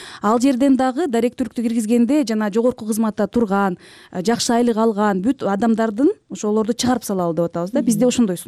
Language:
Kyrgyz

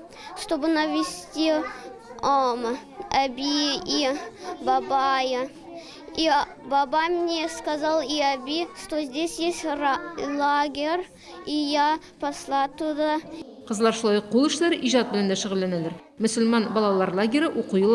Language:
Tatar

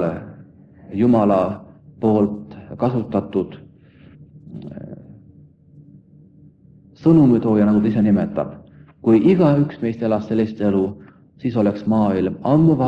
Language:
Estonian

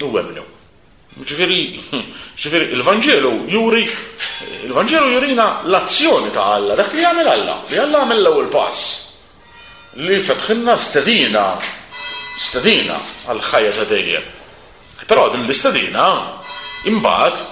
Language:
Maltese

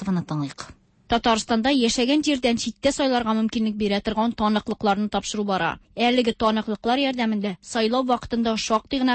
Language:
Tatar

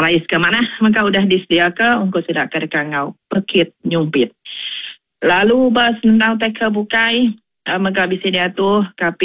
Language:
Iban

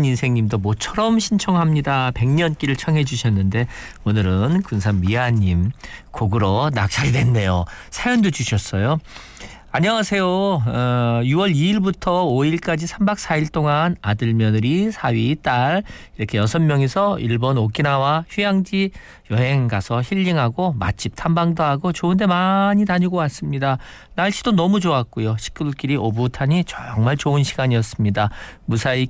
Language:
Korean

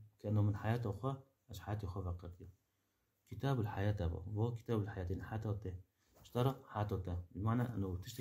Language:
Kurdish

